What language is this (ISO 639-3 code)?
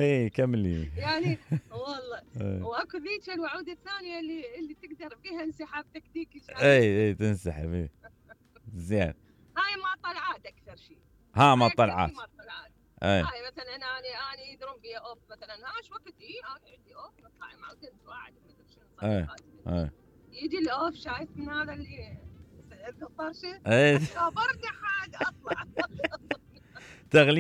acm